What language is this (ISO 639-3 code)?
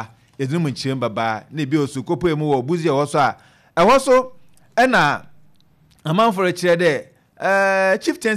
aka